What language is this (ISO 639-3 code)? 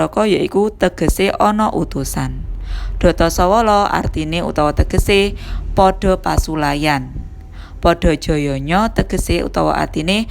jav